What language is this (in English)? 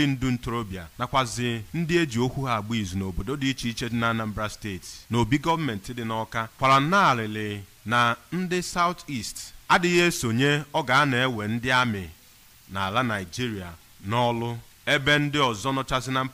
Igbo